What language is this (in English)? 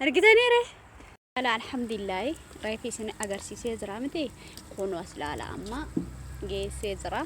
Oromo